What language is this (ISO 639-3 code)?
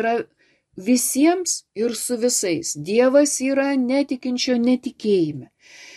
lit